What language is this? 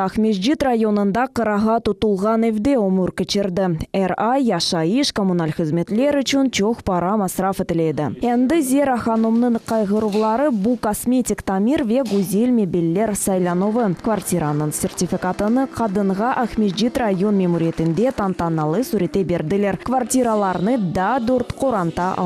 Crimean Tatar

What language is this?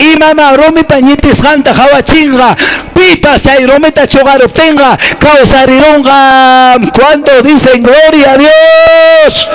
Quechua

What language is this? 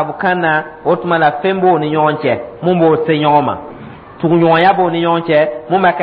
Dyula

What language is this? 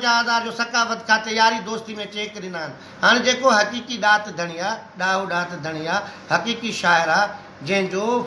Sindhi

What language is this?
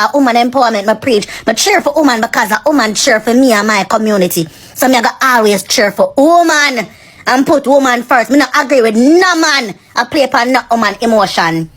Jamaican Creole English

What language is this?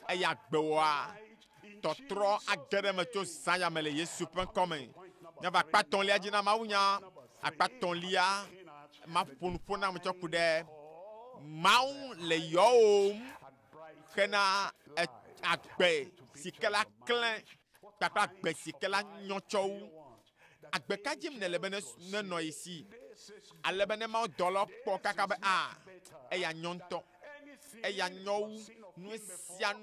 Ewe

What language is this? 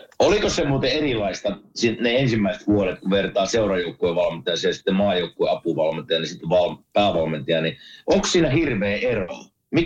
Finnish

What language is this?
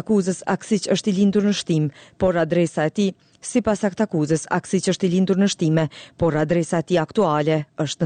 Albanian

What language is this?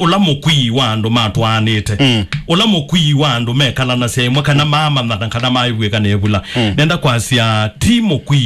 Kamba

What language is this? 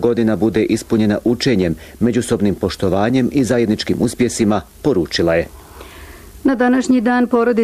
Bosnian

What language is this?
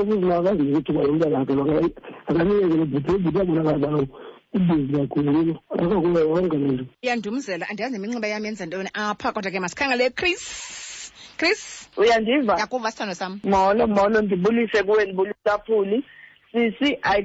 Xhosa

